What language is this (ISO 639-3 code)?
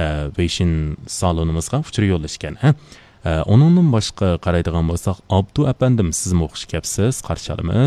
uig